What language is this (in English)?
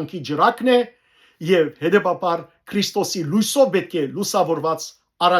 Western Armenian